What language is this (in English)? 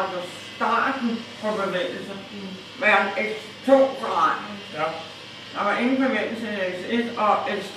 Danish